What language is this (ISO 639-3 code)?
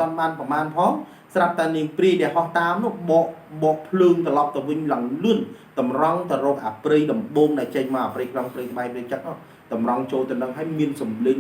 khm